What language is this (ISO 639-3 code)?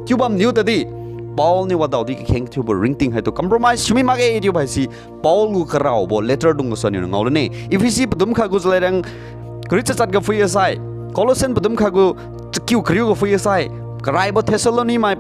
njn